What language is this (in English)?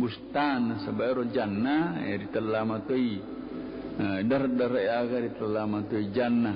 Buginese